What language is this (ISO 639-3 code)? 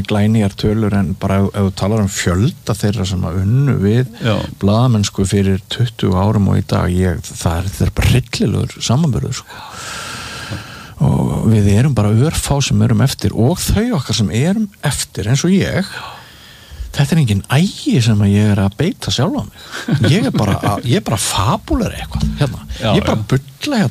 isl